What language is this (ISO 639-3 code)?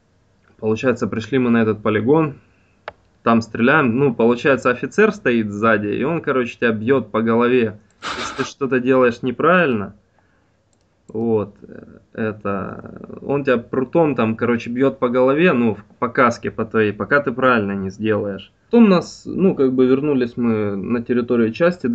rus